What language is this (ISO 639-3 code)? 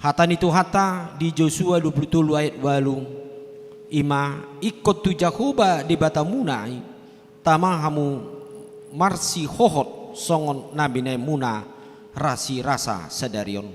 bbc